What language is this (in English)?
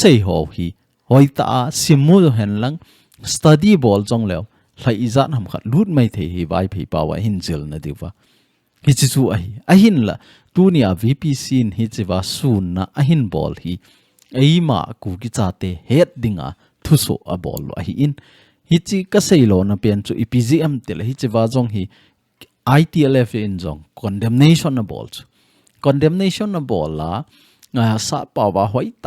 Thado Chin